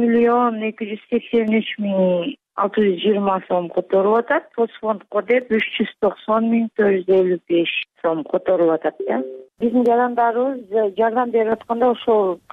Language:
Kyrgyz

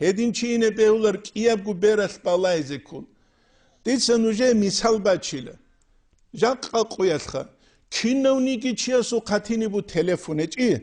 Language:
Avaric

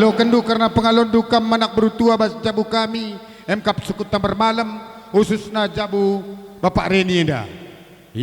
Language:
Batak Karo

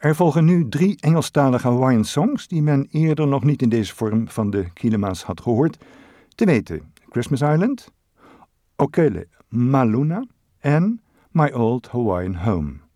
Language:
Dutch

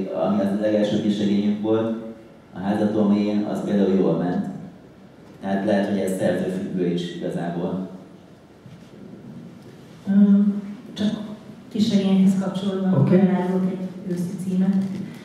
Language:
Hungarian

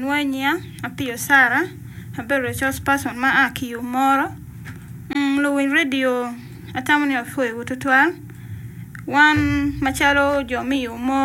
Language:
Acoli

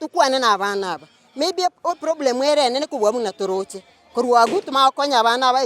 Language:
Gusii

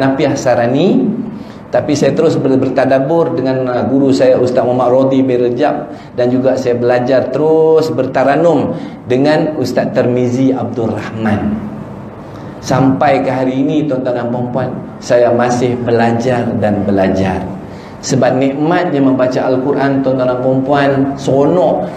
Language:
Malay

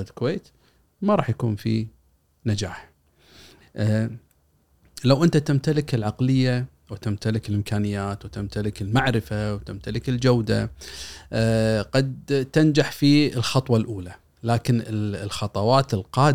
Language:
Gulf Arabic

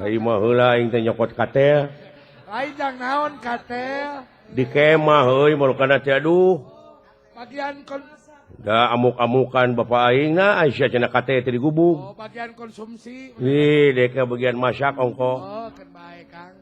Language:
Sundanese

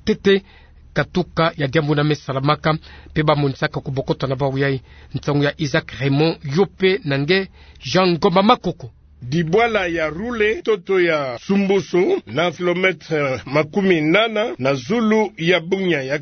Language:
Kituba (Democratic Republic of Congo)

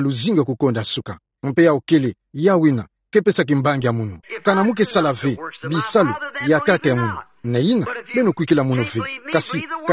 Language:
Kituba (Democratic Republic of Congo)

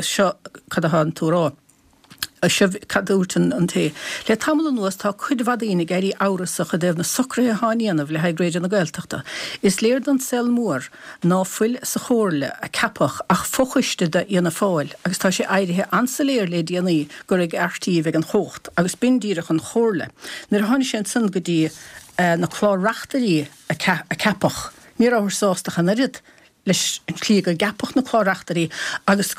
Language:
Irish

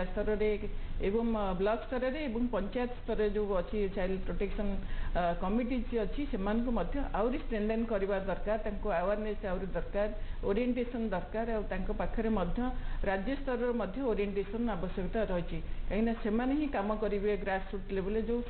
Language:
Odia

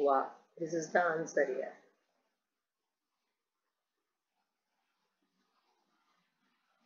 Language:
Kannada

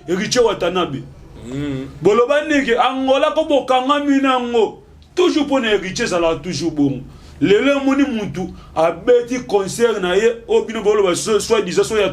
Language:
Lingala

